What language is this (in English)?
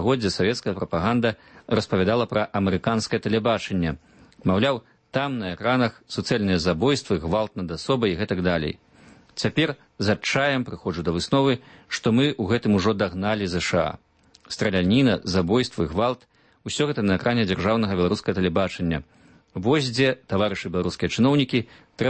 Belarusian